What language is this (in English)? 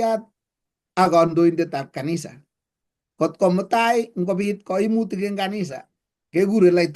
Kalenjin